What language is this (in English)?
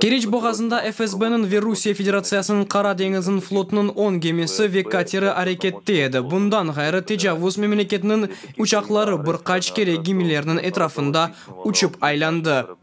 Crimean Tatar